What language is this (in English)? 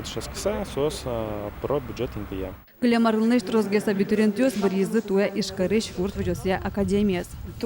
Udmurt